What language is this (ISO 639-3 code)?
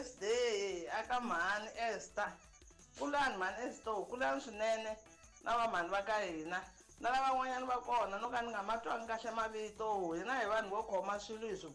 tso